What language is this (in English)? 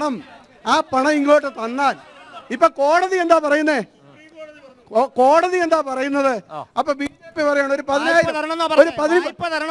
Malayalam